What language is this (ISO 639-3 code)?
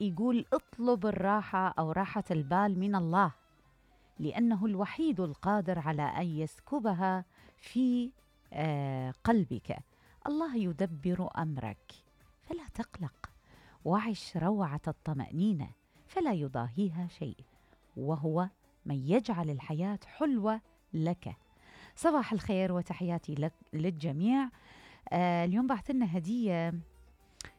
acm